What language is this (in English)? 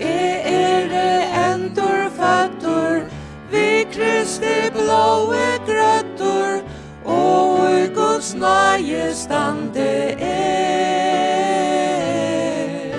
Faroese